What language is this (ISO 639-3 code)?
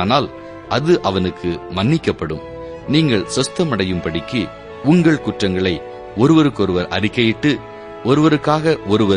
tam